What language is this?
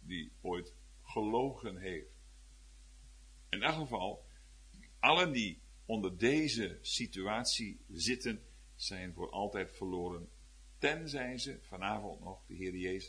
Dutch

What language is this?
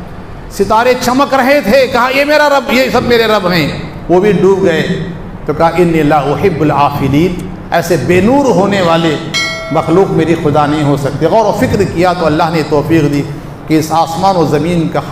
Urdu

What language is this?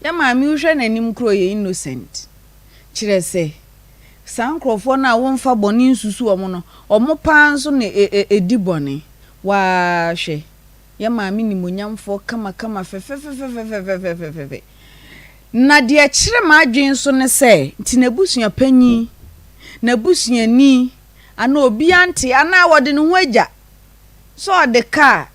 Akan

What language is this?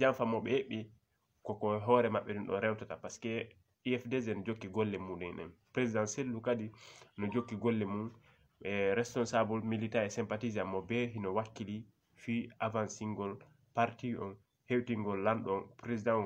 Fula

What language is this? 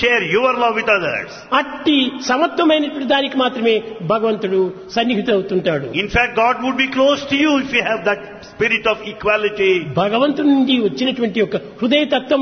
Telugu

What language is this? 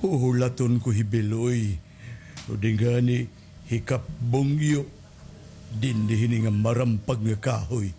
Waray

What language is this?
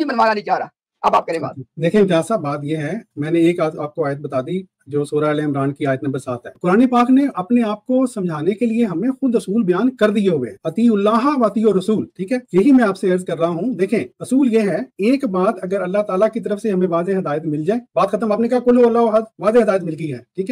Urdu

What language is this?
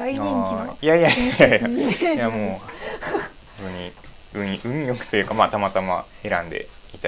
Japanese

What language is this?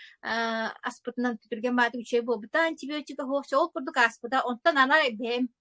Yakut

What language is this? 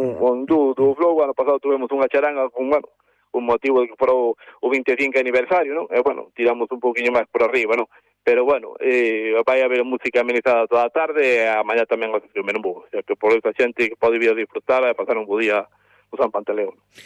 Galician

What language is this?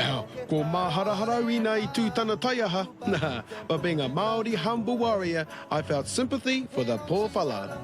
Māori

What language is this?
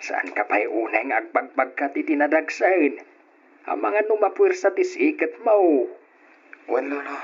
Iloko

